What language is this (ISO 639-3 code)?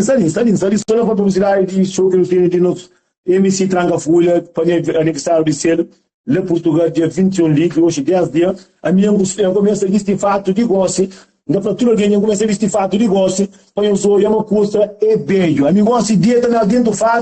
kea